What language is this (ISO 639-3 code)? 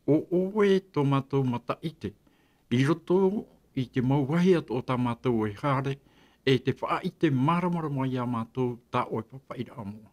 tah